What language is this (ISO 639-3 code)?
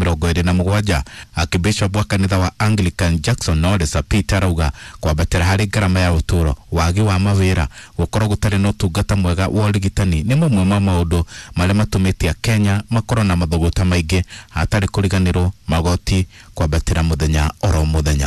kik